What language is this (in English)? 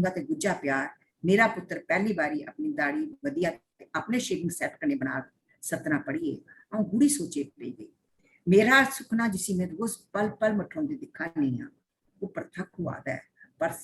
Dogri